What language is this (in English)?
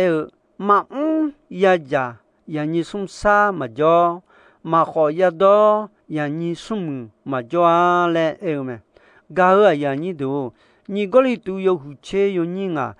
Akha